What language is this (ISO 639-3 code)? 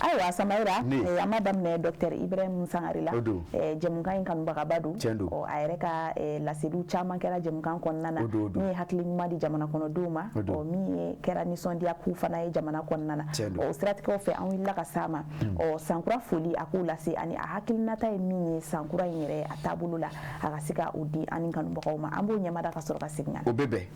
bam